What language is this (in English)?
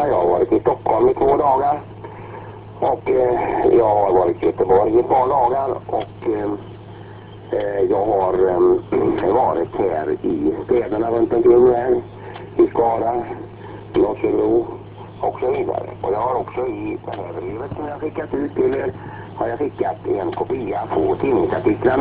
Swedish